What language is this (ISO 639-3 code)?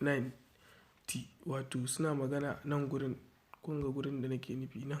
hau